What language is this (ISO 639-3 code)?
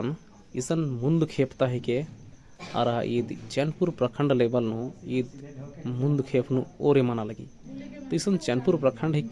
kru